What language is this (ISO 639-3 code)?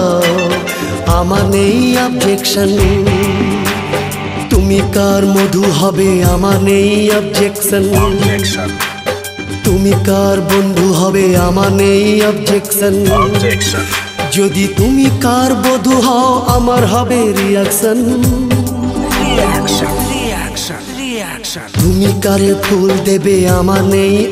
ben